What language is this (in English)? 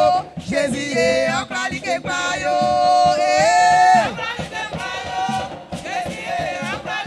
Baoulé